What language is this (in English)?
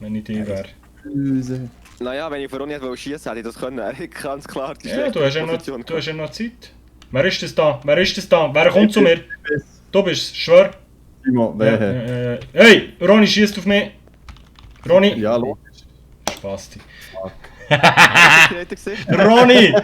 Swiss German